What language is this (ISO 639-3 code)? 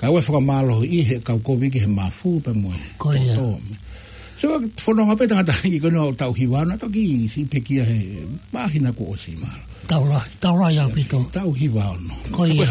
ton